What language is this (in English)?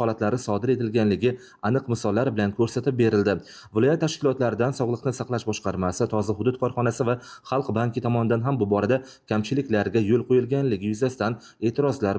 Uzbek